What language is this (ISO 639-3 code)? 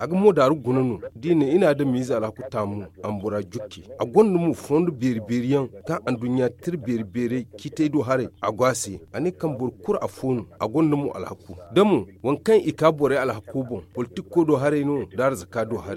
dje